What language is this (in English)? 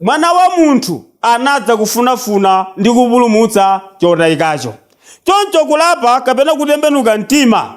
Nyanja